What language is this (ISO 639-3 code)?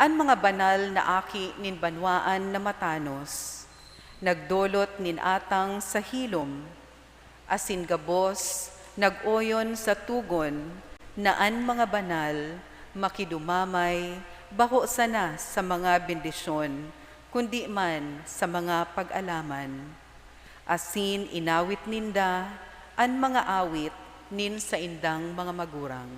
bik